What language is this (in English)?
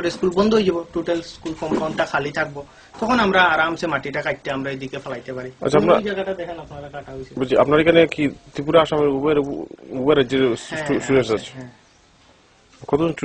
Bangla